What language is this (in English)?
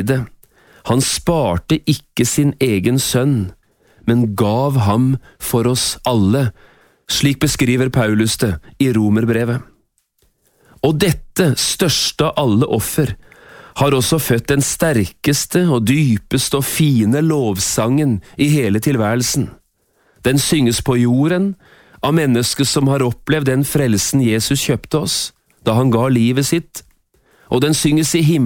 Norwegian